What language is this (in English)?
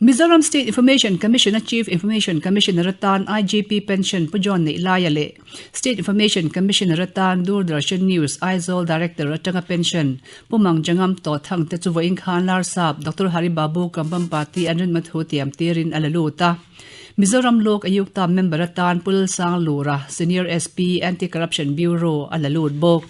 Mizo